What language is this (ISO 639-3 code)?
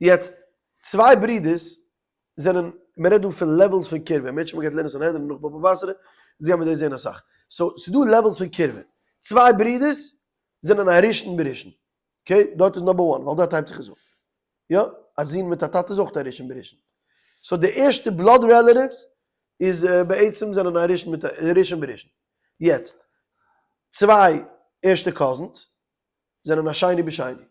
yid